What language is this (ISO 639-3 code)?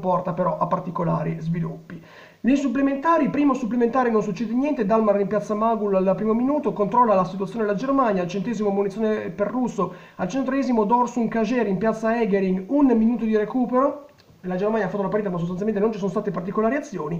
ita